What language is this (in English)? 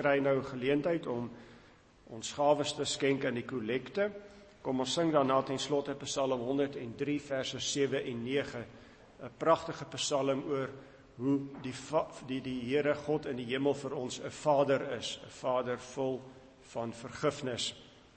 Afrikaans